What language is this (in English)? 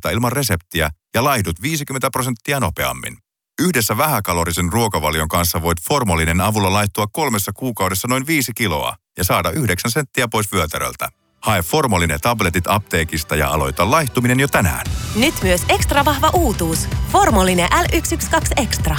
Finnish